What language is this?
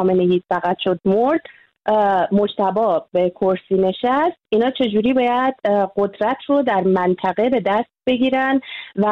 Persian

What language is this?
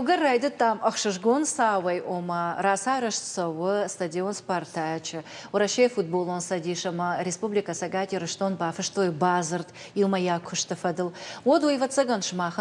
Ossetic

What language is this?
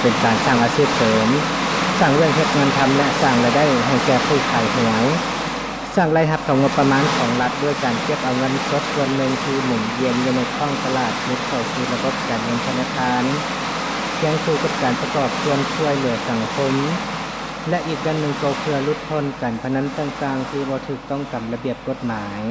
Lao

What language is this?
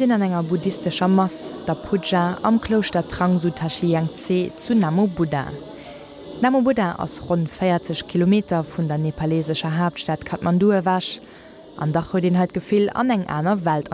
Luxembourgish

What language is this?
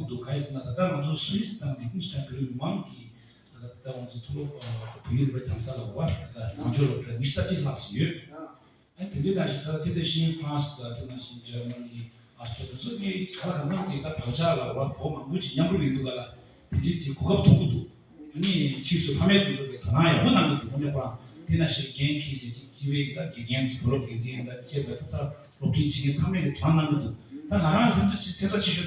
Tibetan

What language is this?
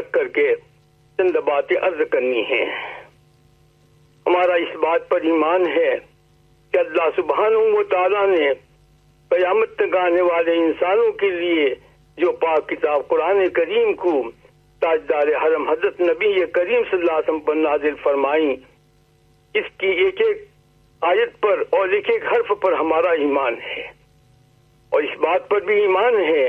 Urdu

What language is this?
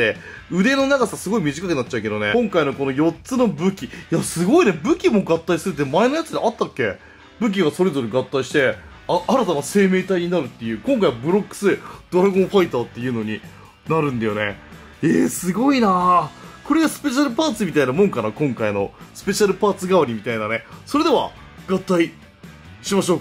Japanese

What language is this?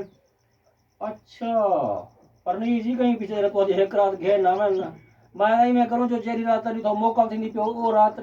Saraiki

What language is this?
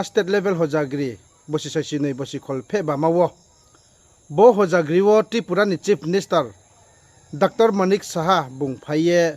Riang (India)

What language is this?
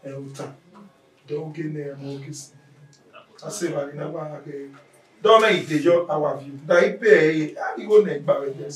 Bini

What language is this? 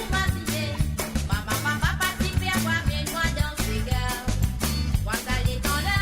Morisyen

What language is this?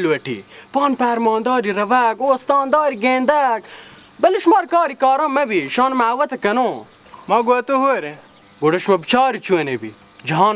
Baluchi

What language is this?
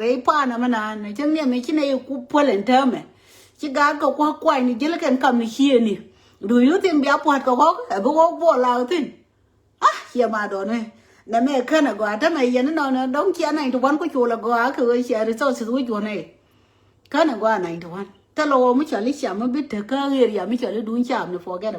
Nuer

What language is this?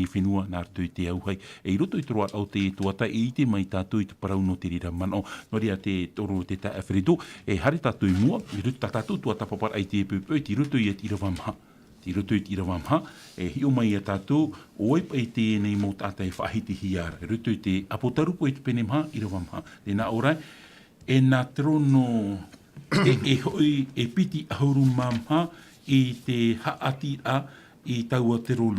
Tahitian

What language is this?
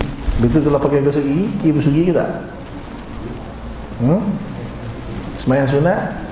Malay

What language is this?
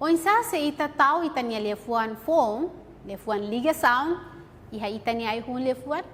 Tetum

